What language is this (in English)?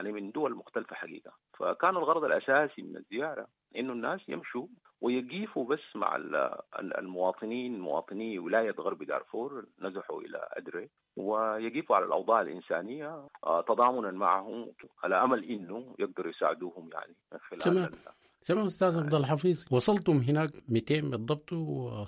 Sudanese Arabic